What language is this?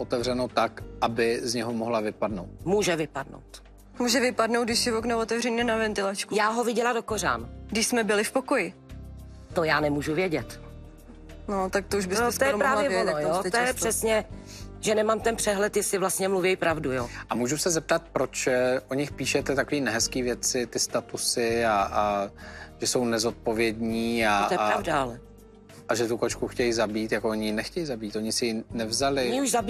Czech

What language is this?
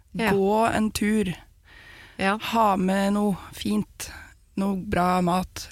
Norwegian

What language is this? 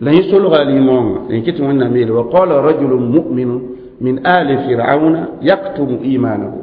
Mossi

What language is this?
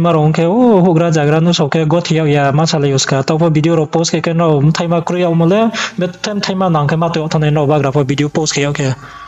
Riang (India)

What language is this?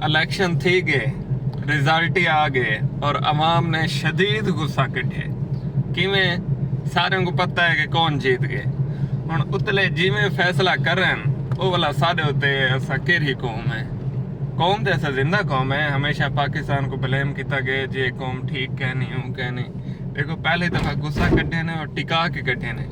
Saraiki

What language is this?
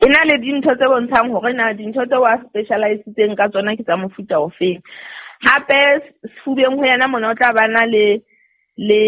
Southern Sotho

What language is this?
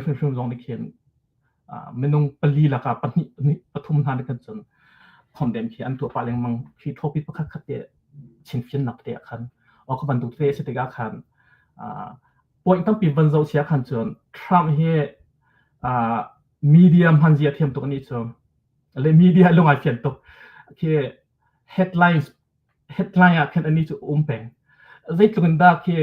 Hakha Chin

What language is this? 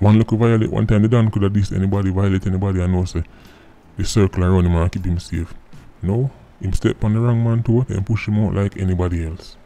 Jamaican Creole English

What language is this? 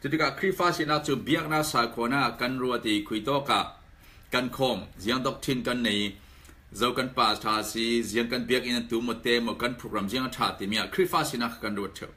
Falam Chin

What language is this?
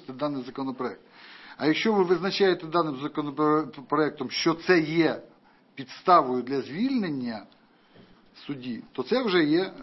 Ukrainian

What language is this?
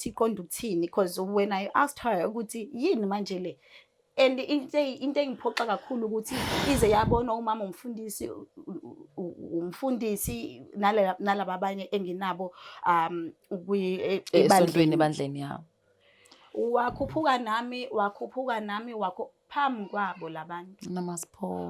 Zulu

